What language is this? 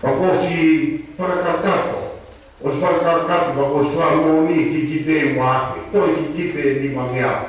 Tongan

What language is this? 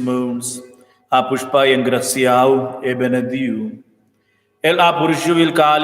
Romansh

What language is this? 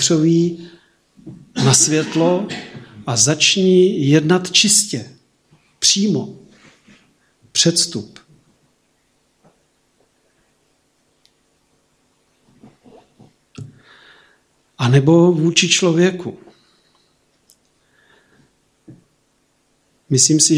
Czech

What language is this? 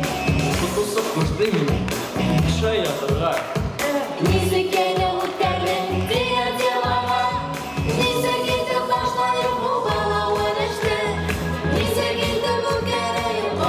Bashkir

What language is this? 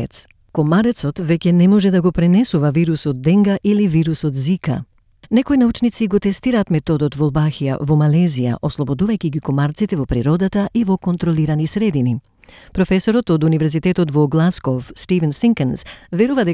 Macedonian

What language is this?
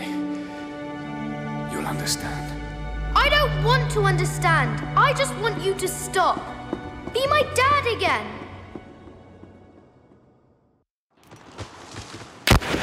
English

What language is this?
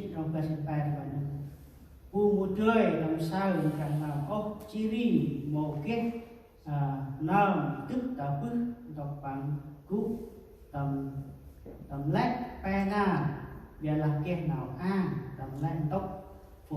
Central Mnong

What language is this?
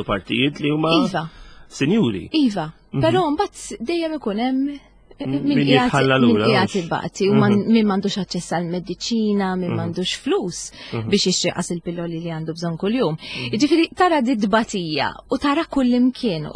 Maltese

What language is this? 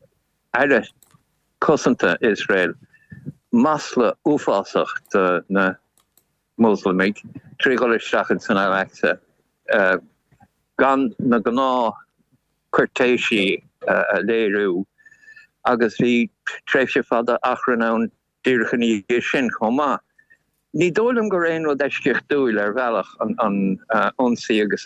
Irish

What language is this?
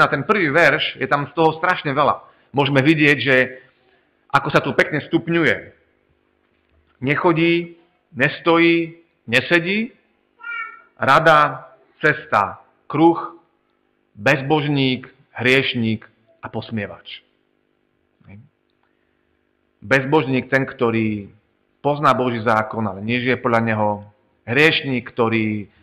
Slovak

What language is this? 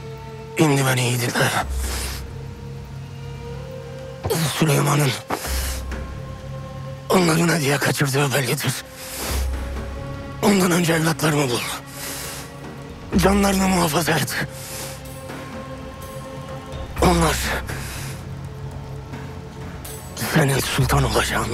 Turkish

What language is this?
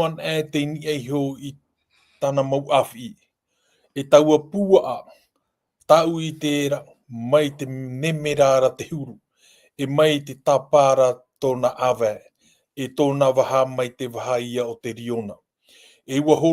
Tahitian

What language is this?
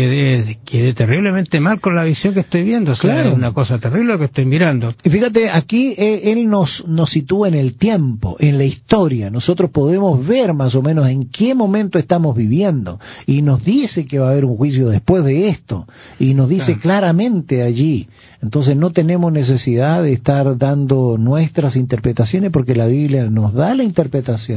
Spanish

